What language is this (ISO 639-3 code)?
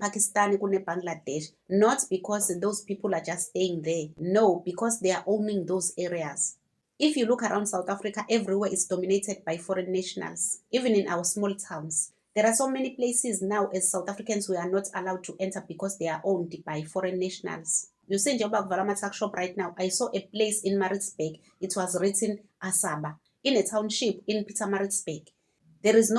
zul